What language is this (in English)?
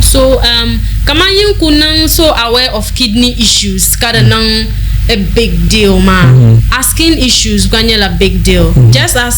Dagbani